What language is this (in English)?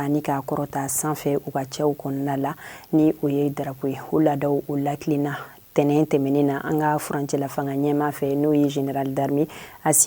Bambara